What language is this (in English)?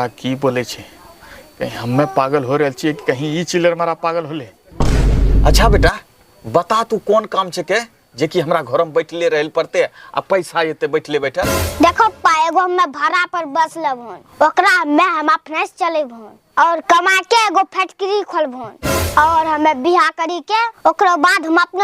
Angika